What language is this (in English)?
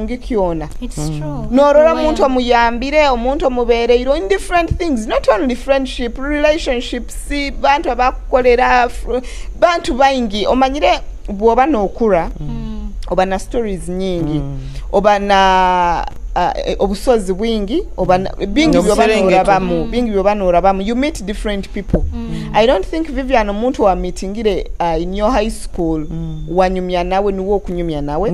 Nyoro